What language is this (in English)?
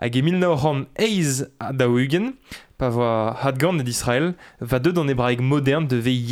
Breton